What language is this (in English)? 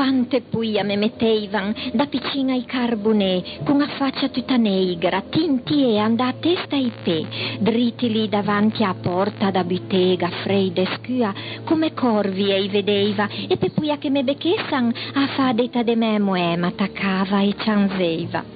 Ligurian